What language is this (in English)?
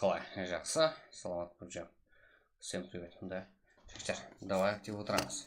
Kara-Kalpak